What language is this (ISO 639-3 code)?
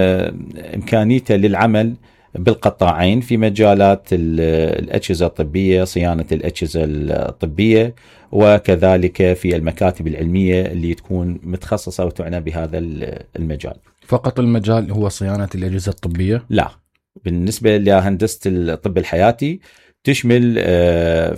acm